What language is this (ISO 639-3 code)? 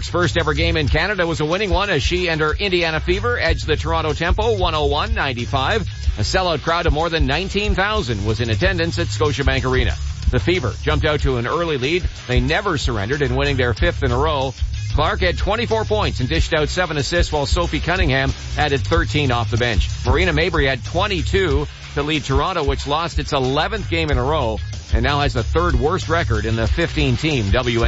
eng